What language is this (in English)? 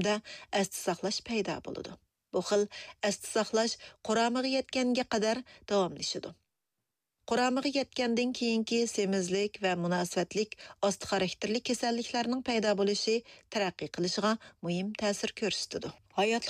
Uyghur